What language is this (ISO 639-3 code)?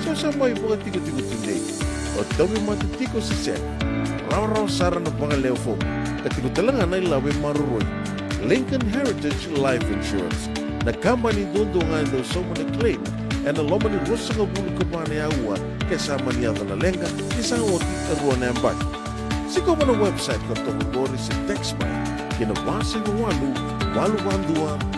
fij